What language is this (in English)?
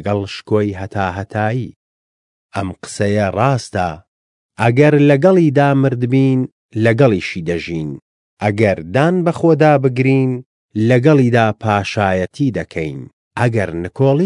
Central Kurdish